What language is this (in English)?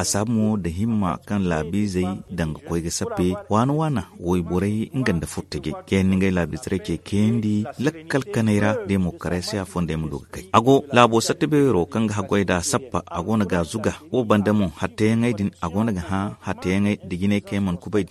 Zarma